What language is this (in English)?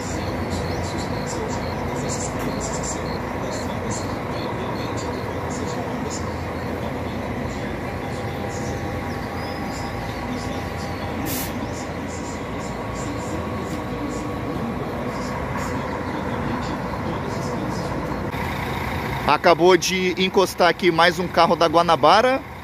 Portuguese